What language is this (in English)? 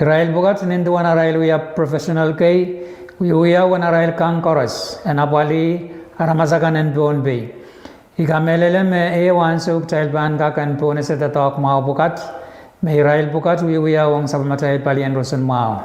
Pohnpeian